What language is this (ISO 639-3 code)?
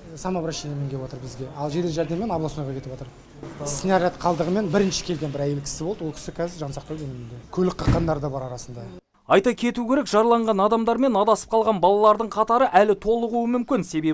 kaz